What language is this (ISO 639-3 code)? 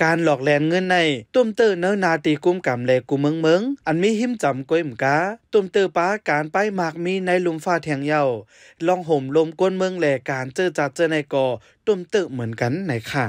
shn